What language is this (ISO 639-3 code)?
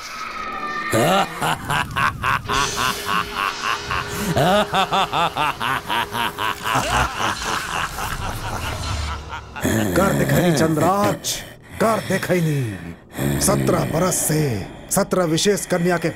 bho